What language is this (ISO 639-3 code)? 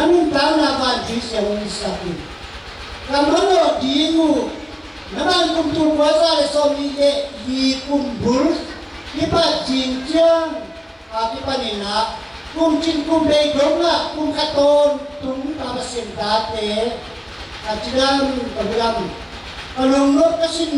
ctd